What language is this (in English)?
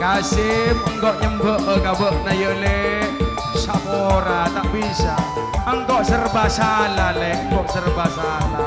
Madurese